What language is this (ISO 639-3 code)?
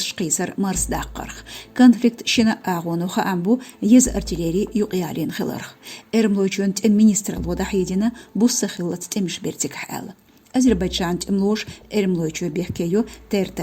che